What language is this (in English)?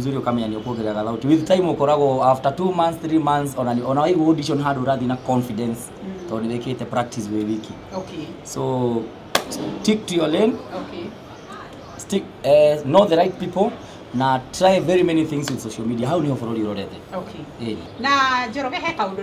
Kikuyu